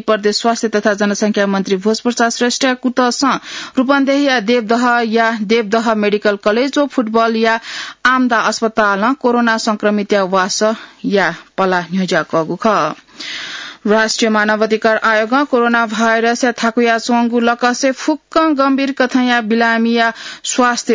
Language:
Newari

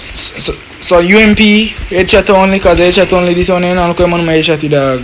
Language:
Jamaican Creole English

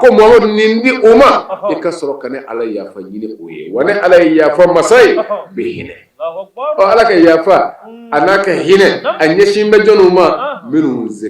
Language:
Bambara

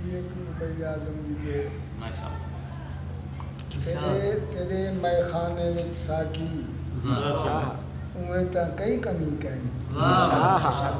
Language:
Saraiki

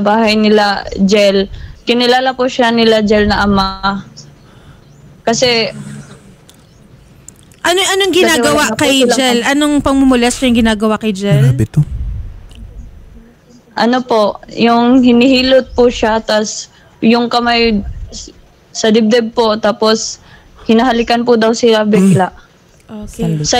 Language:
Filipino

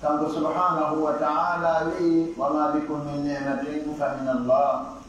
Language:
Pular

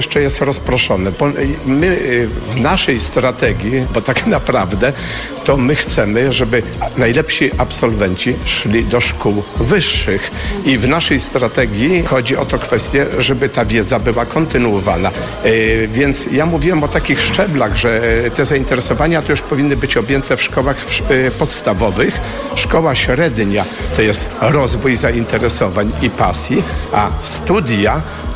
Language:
Polish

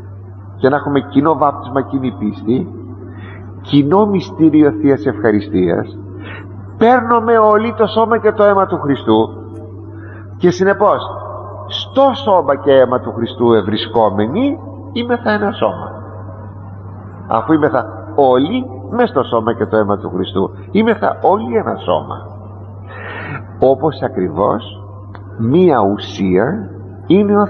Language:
Greek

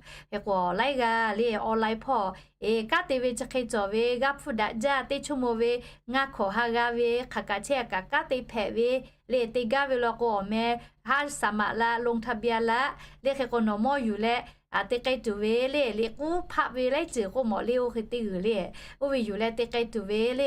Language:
Lahu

